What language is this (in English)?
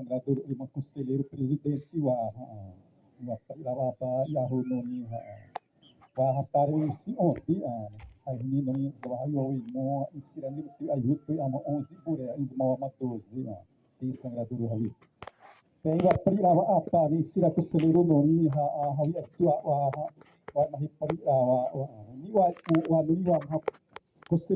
Xavánte